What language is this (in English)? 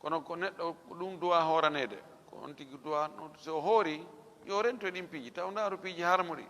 Fula